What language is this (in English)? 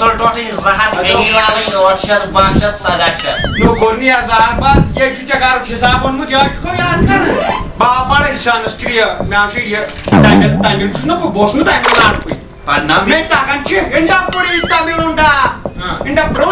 Kashmiri